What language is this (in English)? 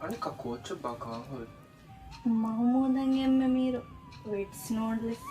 Divehi